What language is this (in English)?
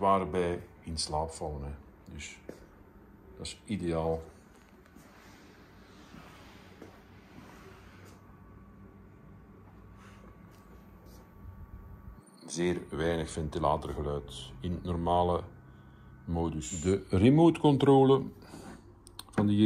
Dutch